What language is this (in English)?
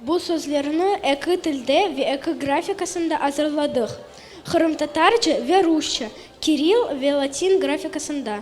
Crimean Tatar